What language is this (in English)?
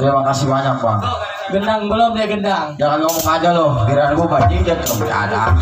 Betawi